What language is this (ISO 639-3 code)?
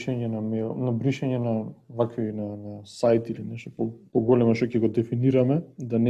mkd